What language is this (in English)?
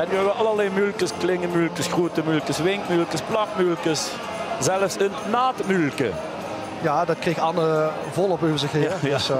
Limburgish